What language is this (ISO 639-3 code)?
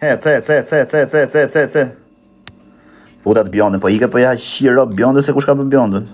sqi